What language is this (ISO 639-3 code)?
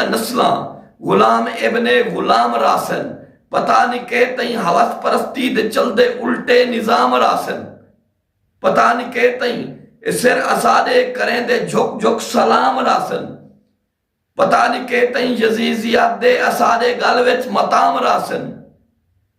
skr